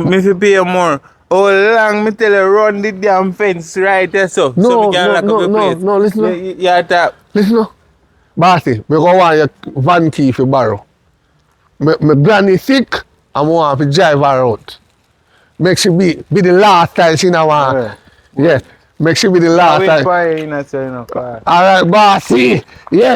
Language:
Jamaican Creole English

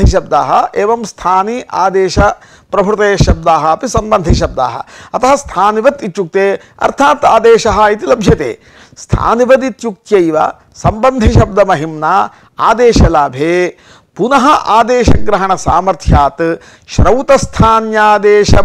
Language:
Sanskrit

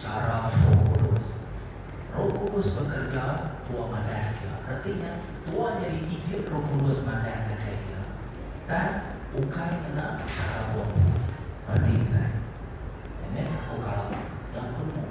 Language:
Iban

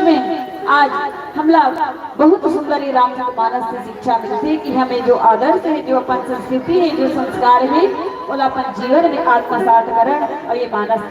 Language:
Chhattisgarhi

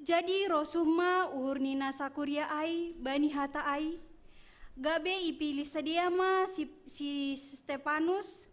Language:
Batak Simalungun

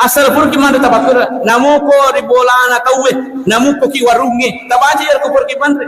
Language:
Buginese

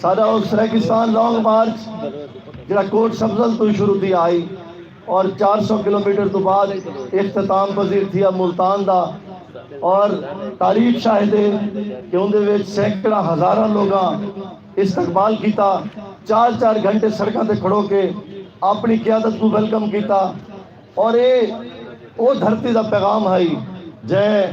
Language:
Saraiki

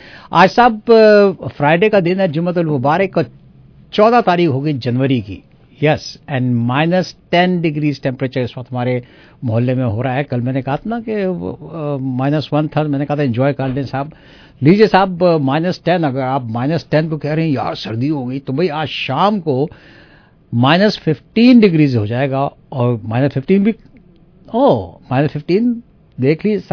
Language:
Urdu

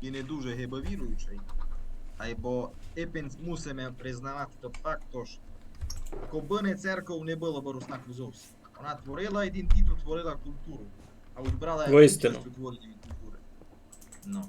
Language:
Rusyn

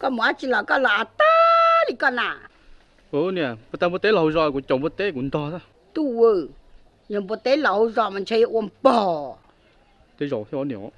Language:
Hmong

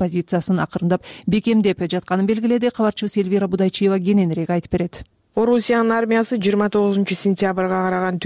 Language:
Kyrgyz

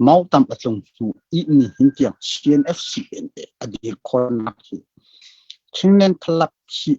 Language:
Hakha Chin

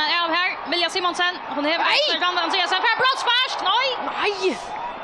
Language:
Faroese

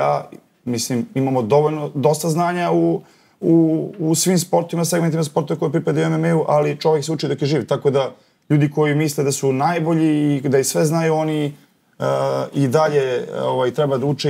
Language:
Bosnian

